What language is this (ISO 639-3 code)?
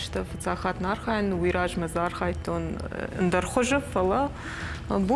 oss